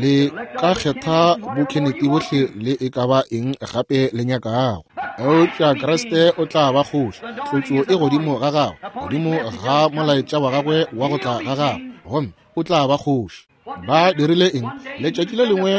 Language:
Northern Sotho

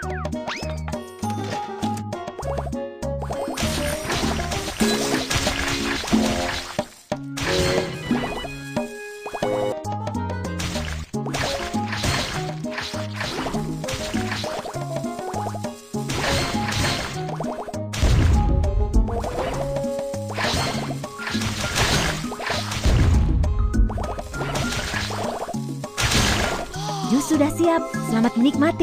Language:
Indonesian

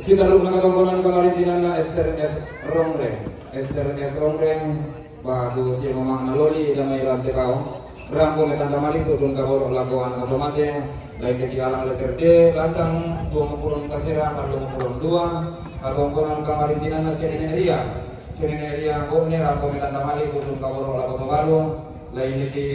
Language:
Toraja-Sa'dan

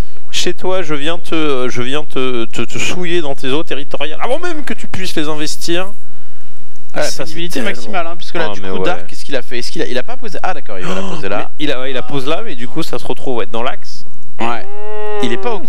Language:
French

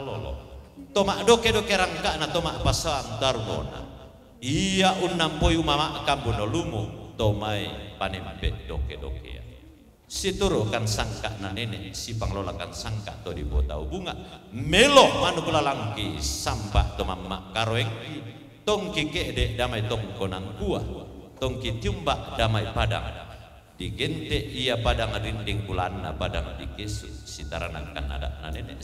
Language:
Toraja-Sa'dan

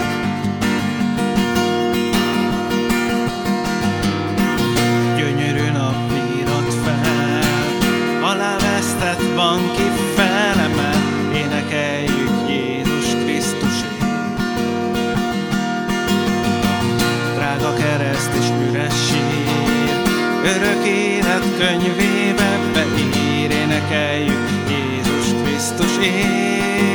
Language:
Hungarian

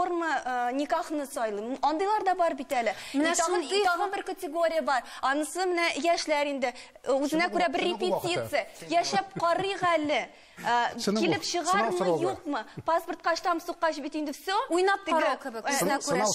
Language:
Tatar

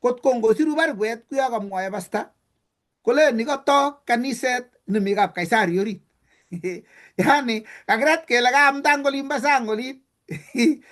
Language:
Kalenjin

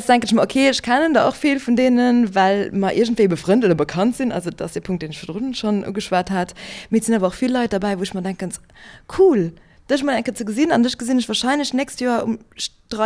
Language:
Luxembourgish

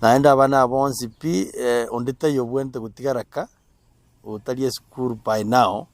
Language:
Gusii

